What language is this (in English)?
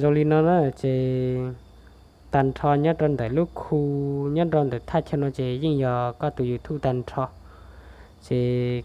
Hmong